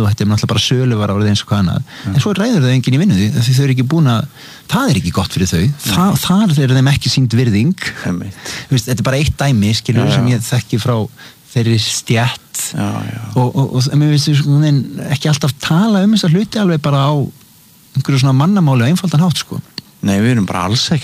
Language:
Icelandic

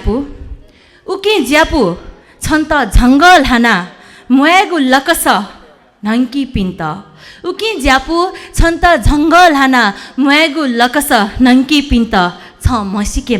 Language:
Newari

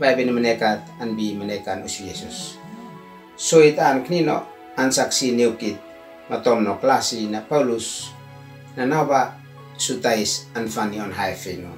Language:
Uab Meto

